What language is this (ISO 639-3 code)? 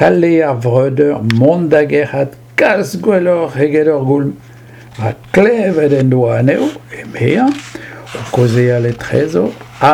bre